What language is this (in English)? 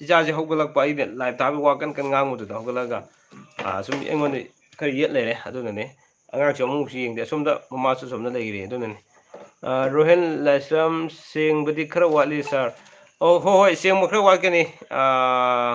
Manipuri